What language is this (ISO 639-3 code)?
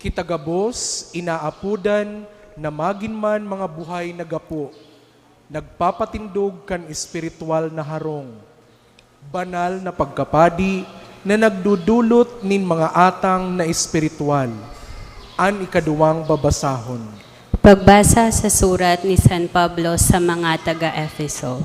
bik